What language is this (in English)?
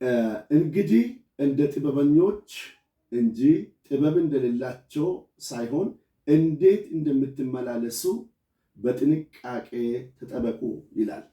Amharic